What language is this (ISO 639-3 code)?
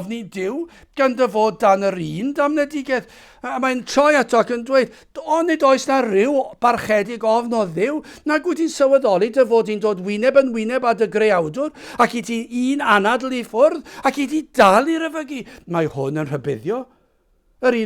cym